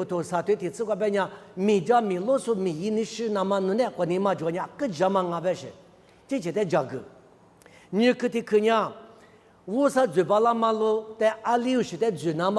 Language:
Lisu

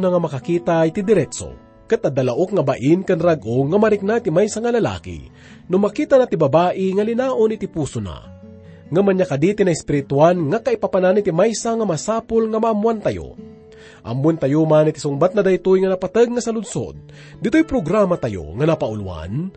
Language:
Iloko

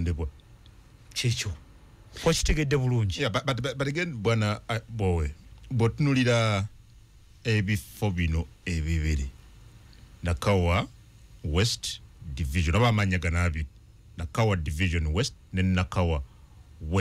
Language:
Ganda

